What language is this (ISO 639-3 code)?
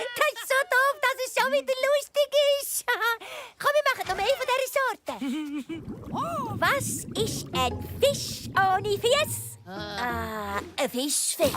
gsw